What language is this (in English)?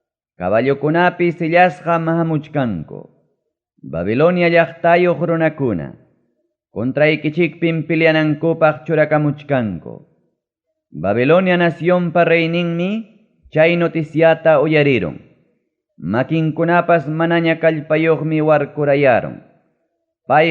Ayacucho Quechua